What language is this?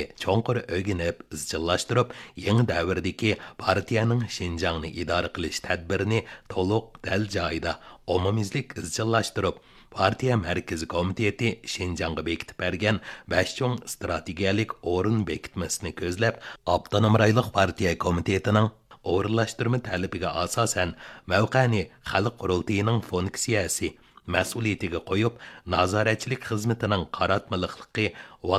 Uyghur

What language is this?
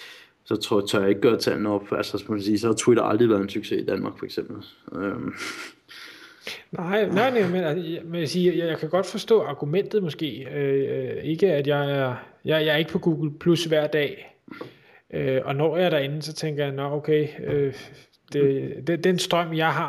Danish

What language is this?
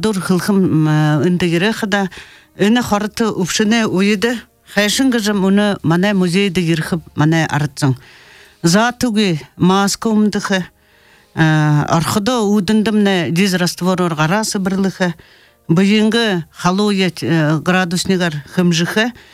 Buriat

